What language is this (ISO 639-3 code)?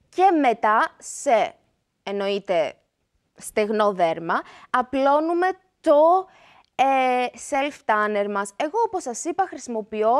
ell